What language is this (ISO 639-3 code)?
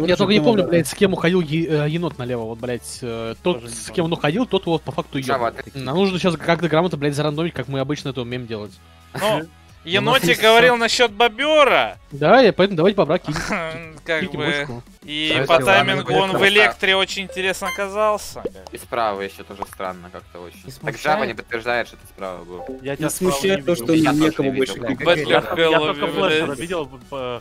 rus